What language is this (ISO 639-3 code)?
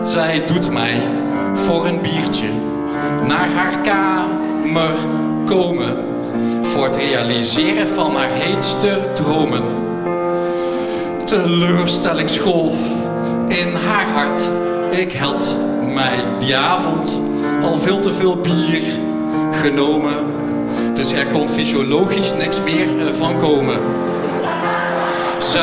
nld